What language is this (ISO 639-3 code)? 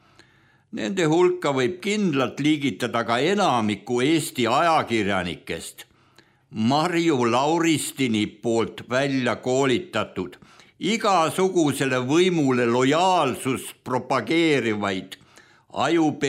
est